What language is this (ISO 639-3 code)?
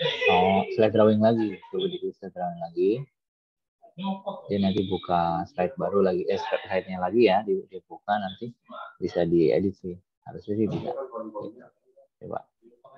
ind